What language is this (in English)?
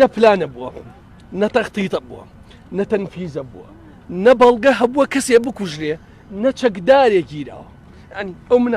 Central Kurdish